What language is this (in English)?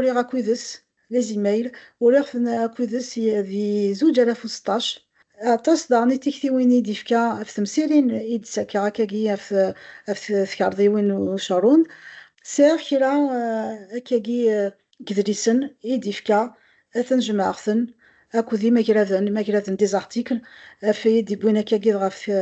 Kabyle